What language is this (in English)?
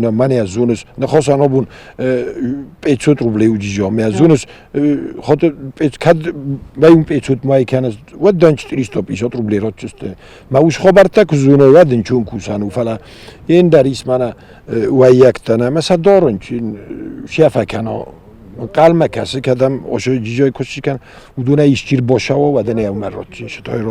Ossetic